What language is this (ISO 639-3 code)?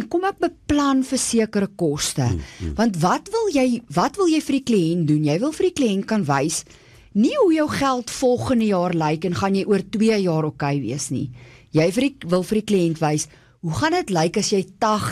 afr